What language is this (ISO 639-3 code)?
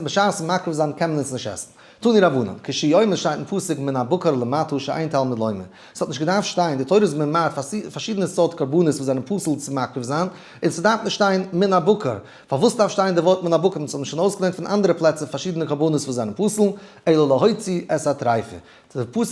yid